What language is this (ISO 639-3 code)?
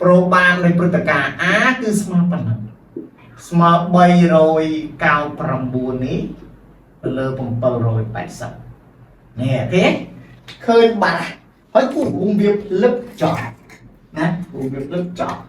khm